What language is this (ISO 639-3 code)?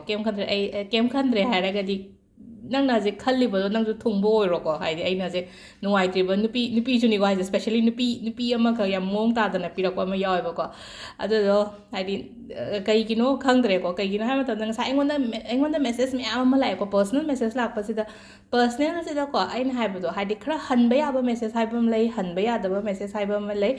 mni